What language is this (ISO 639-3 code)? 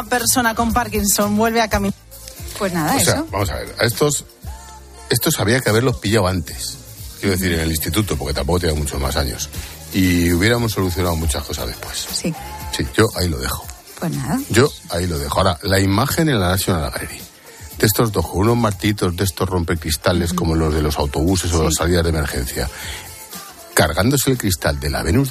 spa